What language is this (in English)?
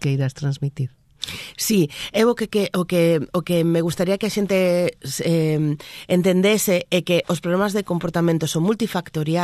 Galician